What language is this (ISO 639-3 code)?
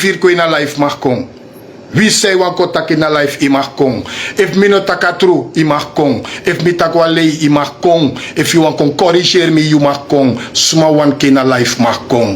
srn